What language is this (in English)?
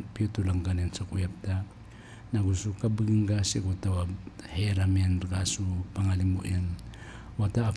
Maranao